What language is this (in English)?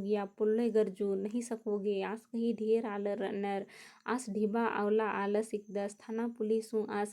Kurukh